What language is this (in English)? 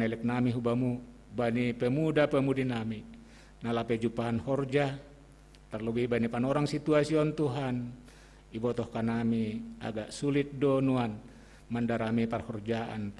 Batak Simalungun